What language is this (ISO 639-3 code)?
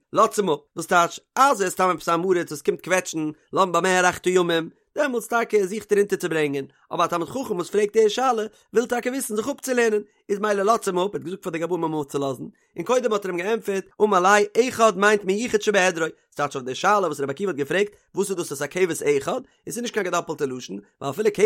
yid